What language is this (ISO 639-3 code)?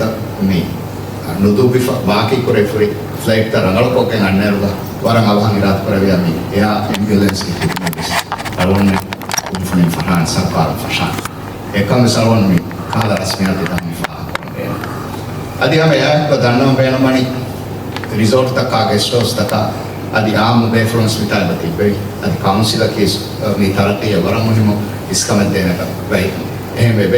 div